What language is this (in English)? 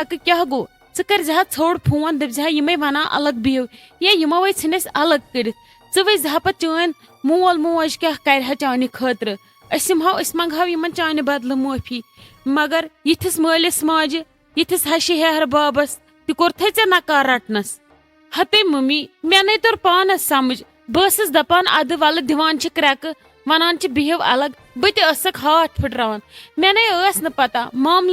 Kashmiri